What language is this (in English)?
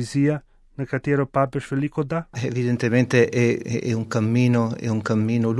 Slovenian